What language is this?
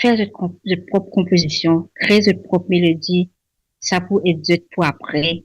Morisyen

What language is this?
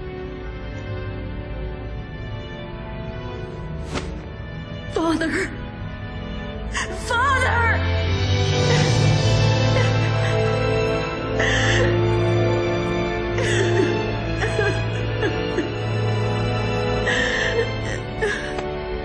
English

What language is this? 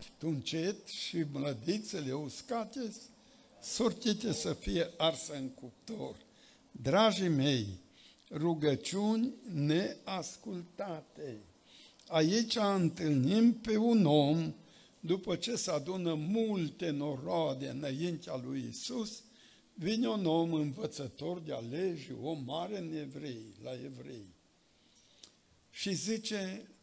Romanian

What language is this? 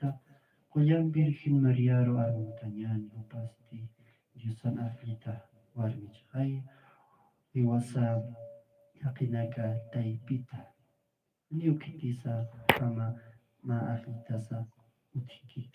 Aymara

